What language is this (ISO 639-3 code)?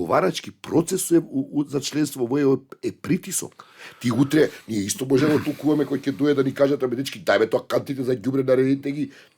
mkd